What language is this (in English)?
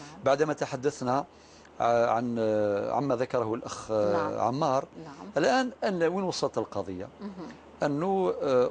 Algerian Arabic